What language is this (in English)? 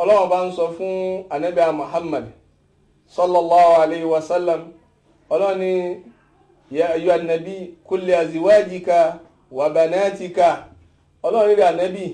Yoruba